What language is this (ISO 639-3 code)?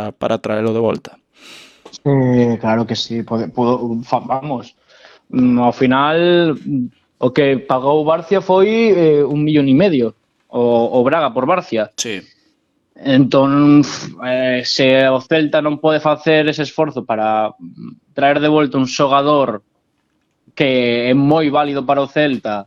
glg